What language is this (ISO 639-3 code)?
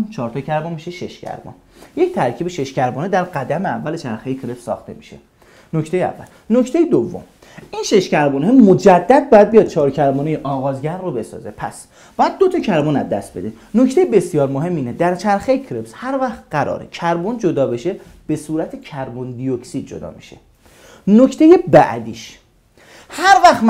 fas